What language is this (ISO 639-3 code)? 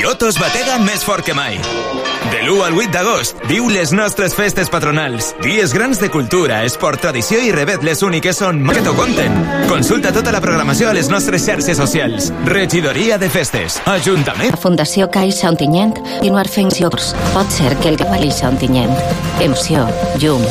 cat